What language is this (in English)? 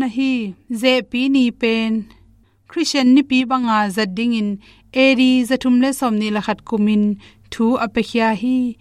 Tedim Chin